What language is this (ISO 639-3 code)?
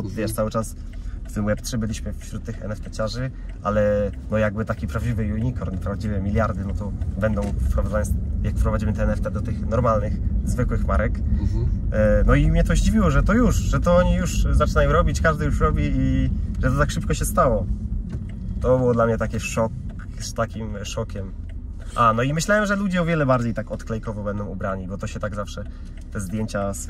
pol